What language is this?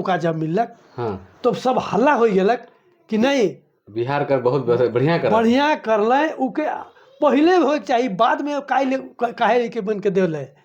Sadri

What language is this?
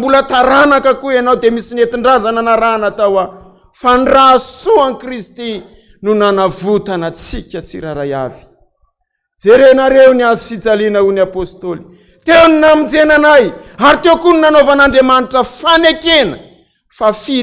Malagasy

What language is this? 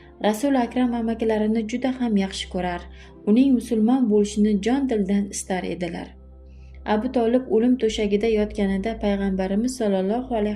Uzbek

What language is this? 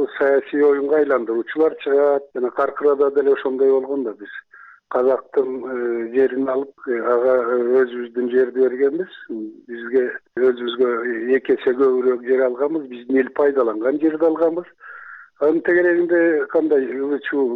Kyrgyz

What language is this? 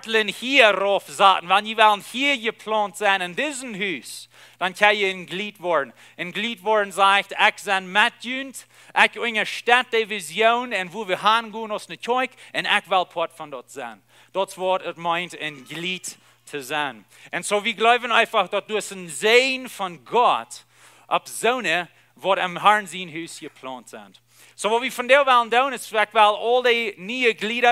Plautdietsch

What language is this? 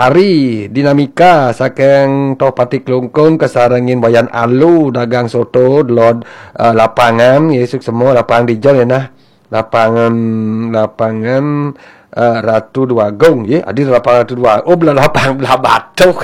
Balinese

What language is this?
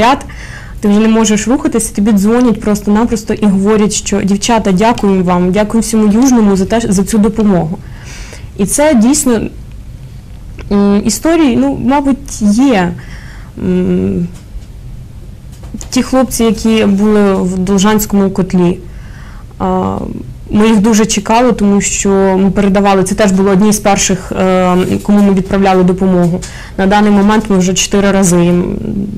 Ukrainian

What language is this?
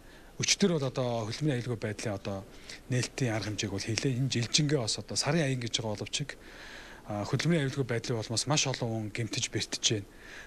Mongolian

